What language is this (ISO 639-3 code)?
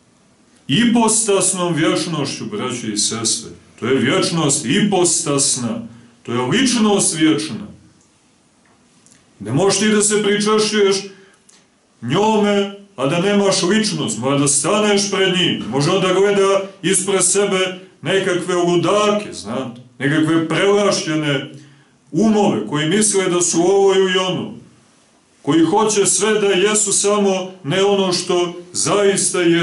srp